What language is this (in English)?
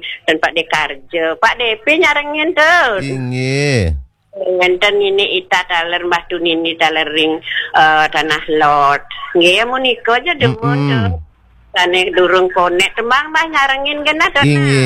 Balinese